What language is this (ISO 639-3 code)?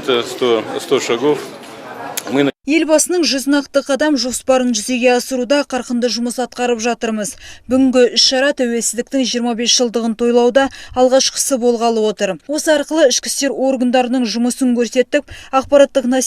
kaz